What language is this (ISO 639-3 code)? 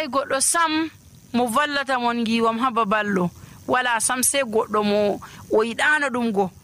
fuv